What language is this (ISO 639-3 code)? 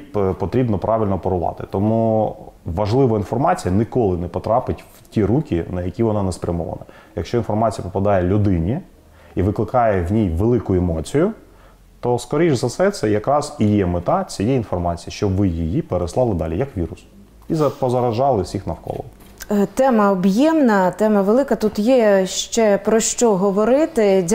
ukr